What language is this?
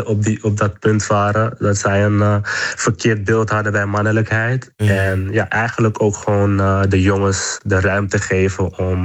Dutch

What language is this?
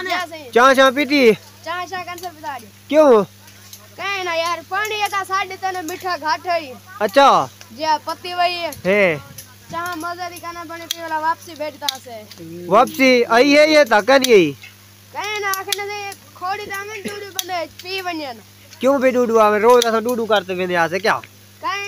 Saraiki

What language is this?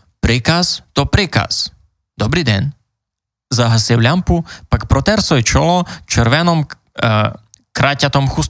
Rusyn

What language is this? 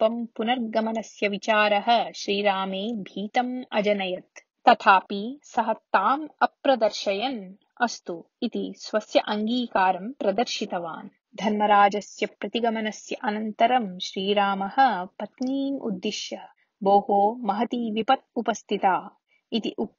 Sanskrit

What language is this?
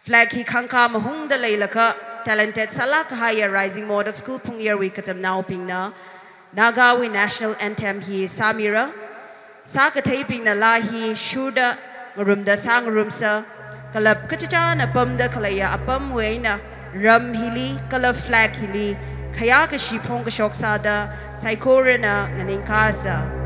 Tangkhul Naga (India)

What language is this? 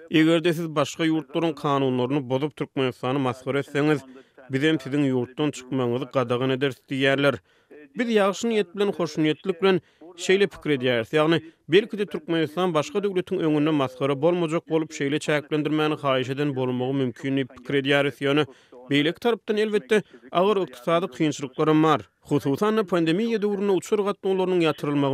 Turkmen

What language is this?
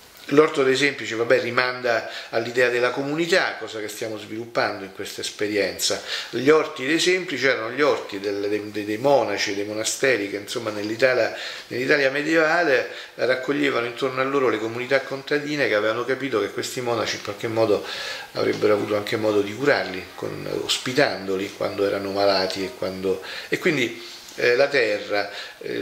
Italian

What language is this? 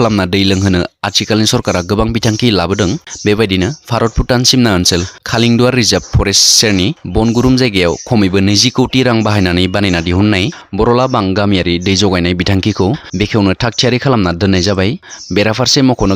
Bodo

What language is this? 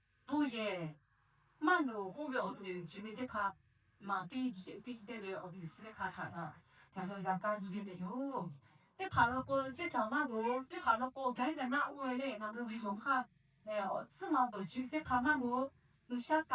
Lahu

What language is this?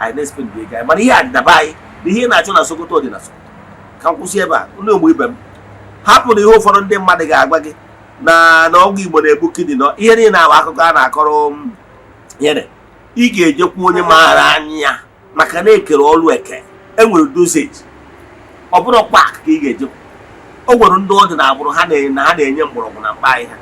Igbo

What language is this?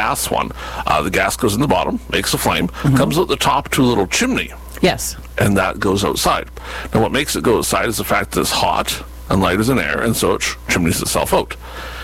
English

